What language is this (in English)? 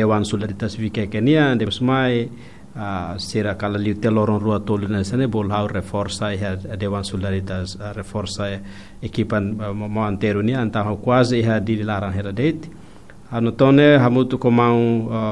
Tetum